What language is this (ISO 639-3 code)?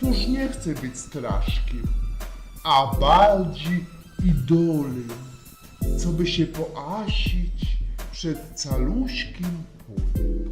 szl